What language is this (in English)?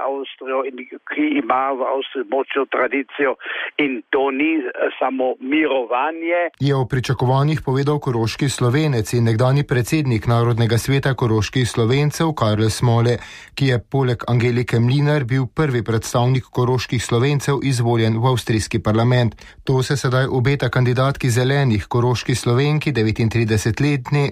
Slovenian